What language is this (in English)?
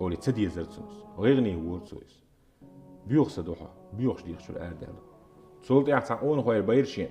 Chechen